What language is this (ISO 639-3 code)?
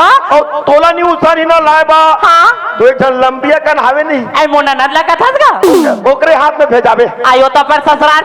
hne